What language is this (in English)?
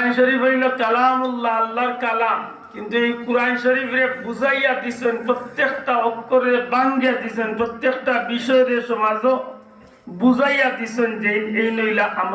Sylheti